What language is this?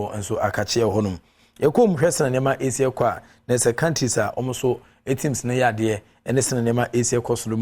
Akan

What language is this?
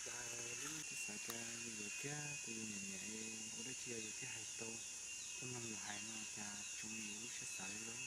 Hmong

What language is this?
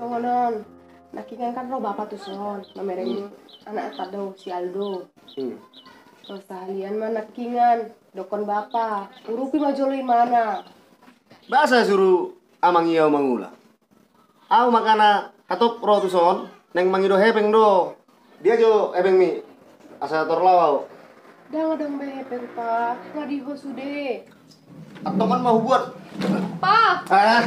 Batak Toba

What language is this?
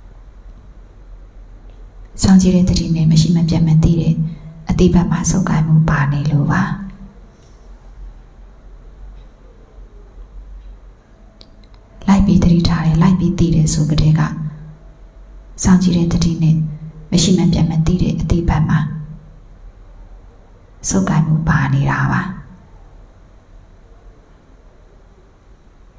Burmese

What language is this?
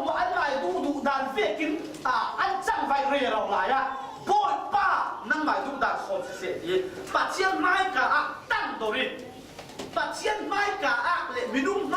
Falam Chin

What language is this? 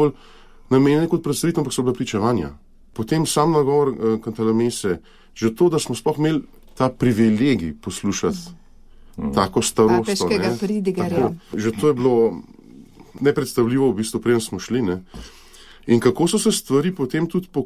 Slovenian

